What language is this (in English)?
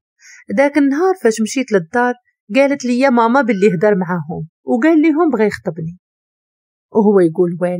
Moroccan Arabic